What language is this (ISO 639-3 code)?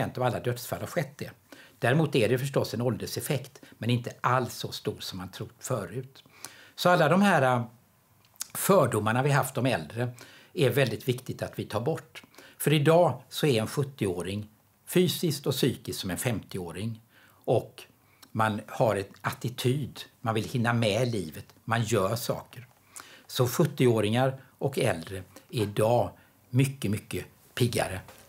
swe